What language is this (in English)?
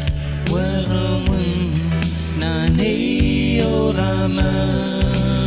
Pohnpeian